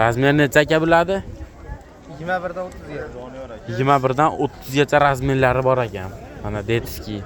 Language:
Uzbek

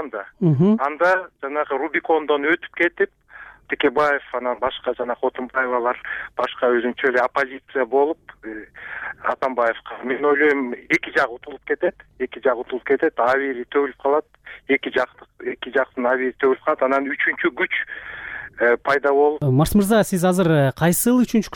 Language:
Kyrgyz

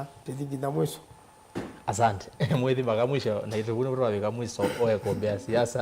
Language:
Kamba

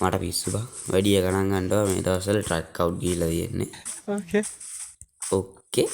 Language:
Sinhala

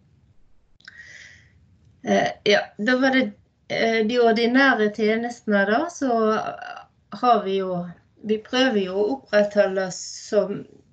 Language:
Norwegian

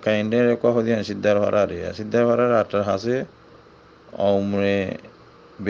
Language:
Rohingya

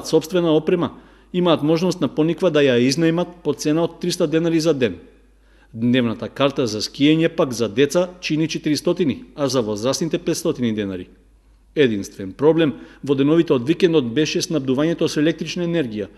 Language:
Macedonian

